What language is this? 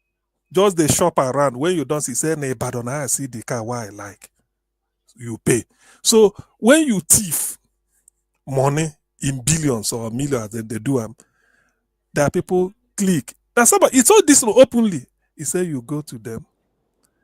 Nigerian Pidgin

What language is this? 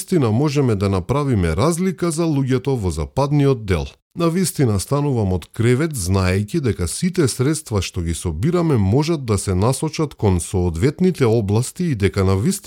Macedonian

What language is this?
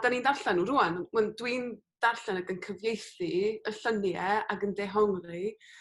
Welsh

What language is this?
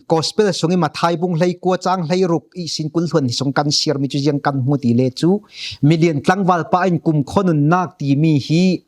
Falam Chin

